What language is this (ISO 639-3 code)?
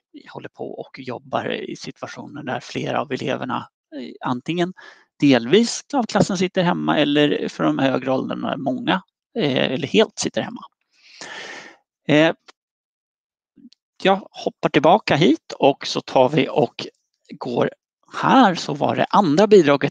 swe